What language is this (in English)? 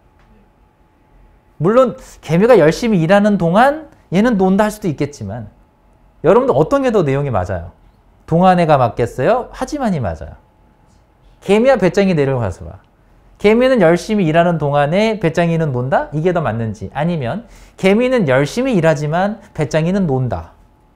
Korean